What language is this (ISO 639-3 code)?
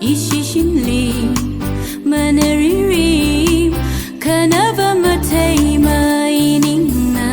nmf